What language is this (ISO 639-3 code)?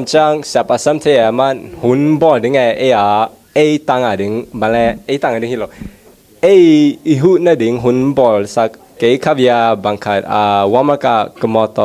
ctd